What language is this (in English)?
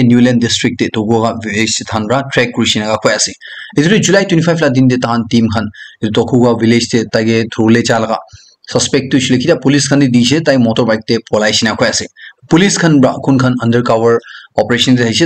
Naga Pidgin